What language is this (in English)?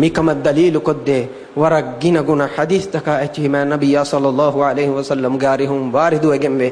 Divehi